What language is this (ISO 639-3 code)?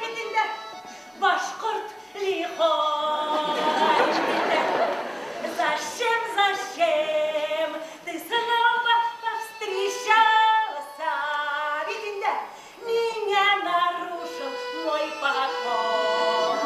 bak